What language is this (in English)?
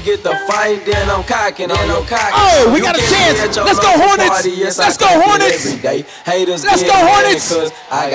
English